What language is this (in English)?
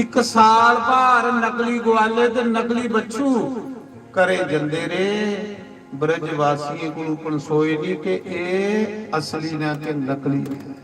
Dogri